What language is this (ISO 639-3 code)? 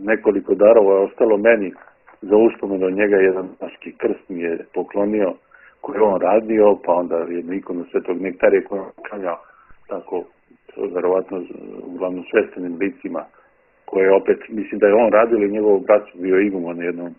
srp